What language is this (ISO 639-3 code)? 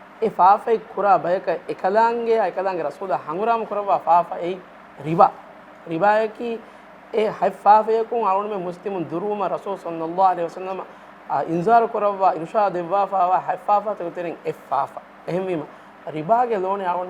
div